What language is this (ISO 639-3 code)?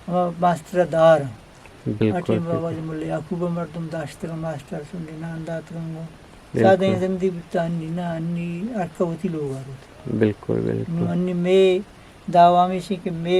bgp